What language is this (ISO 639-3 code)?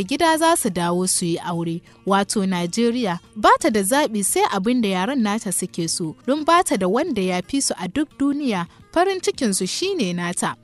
hau